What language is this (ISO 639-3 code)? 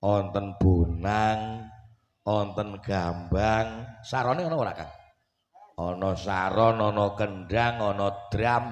jav